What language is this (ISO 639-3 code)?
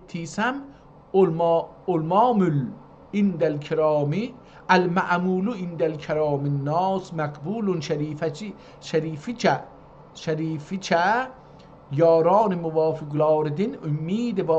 azb